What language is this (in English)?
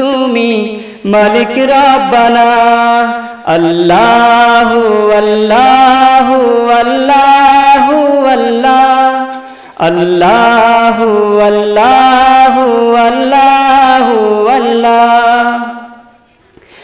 Bangla